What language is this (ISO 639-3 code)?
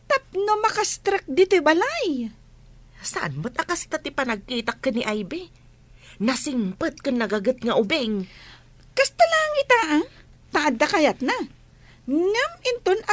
ilo